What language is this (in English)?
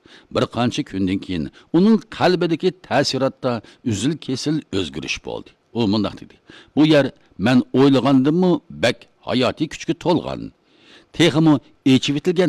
Uyghur